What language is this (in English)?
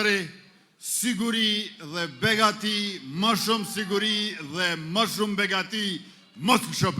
Albanian